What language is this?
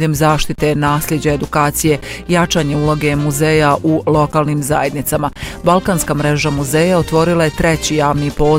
Bosnian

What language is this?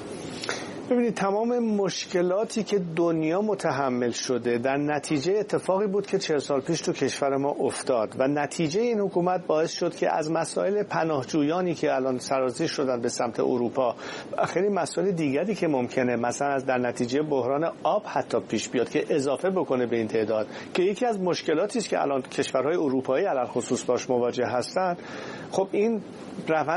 Persian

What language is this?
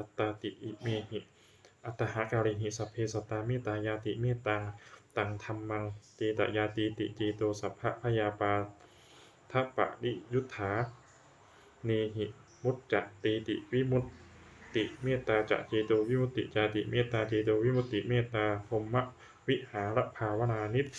Pali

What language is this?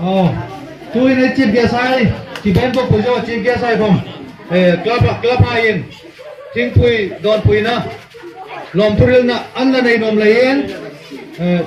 Hmar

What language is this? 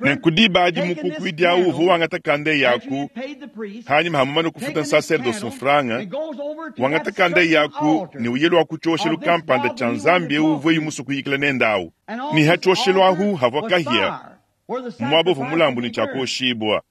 Luba-Lulua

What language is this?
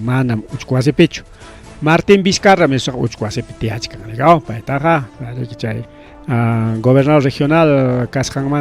Ayacucho Quechua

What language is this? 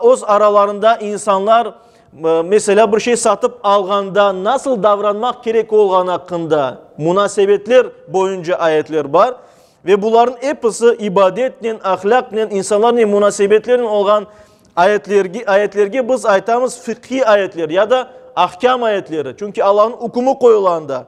Crimean Tatar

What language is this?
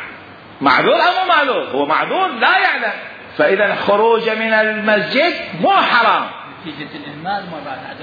Mesopotamian Arabic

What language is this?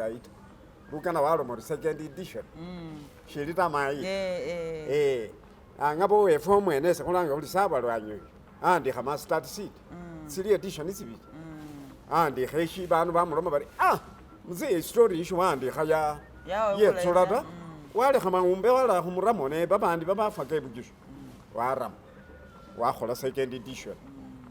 Masaaba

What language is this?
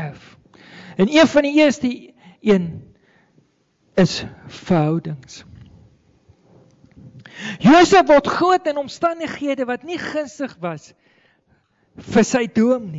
Afrikaans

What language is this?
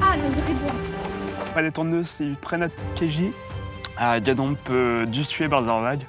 Breton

